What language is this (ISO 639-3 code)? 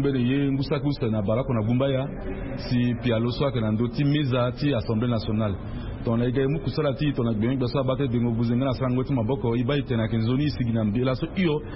sag